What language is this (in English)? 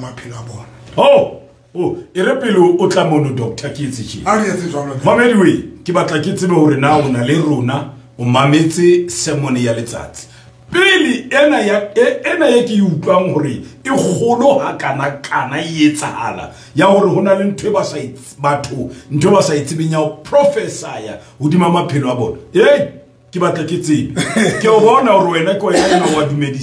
Southern Sotho